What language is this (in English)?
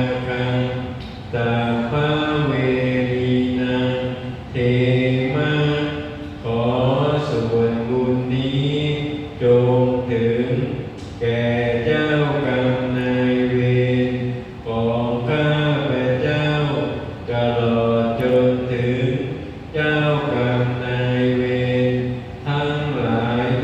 Lao